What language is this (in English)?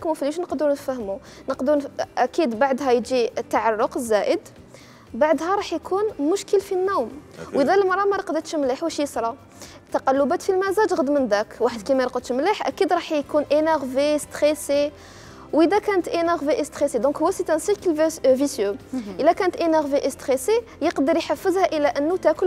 Algerian Arabic